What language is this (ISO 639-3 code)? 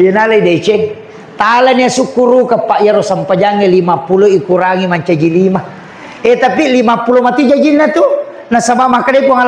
bug